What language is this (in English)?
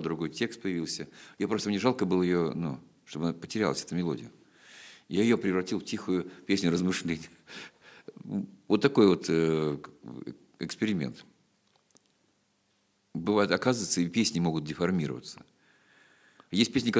Russian